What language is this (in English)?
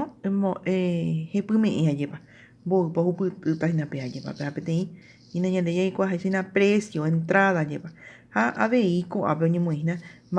Guarani